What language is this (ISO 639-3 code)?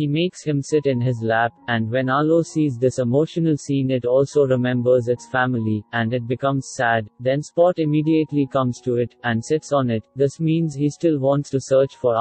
eng